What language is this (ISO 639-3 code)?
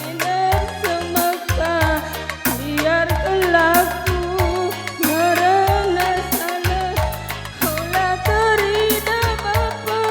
btx